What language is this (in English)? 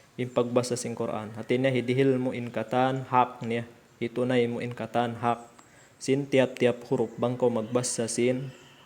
Tausug